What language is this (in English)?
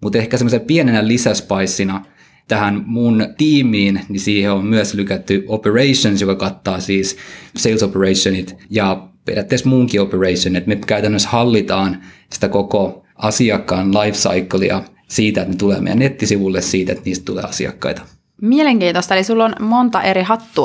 Finnish